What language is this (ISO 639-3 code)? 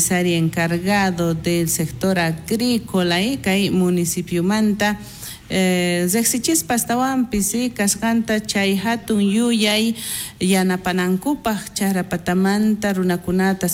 quh